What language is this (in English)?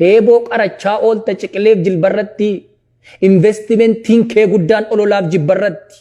Oromo